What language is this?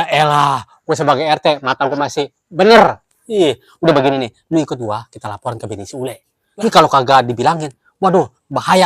Betawi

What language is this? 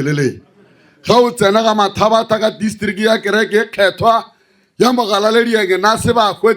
Northern Sotho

